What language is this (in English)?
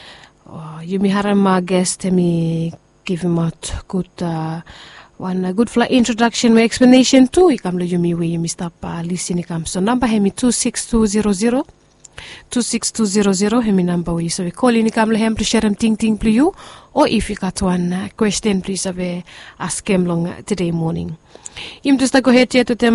Bislama